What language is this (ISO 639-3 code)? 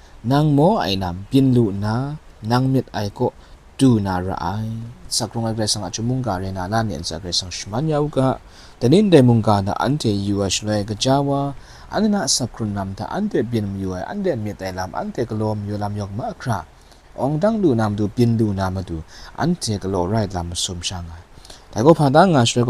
kac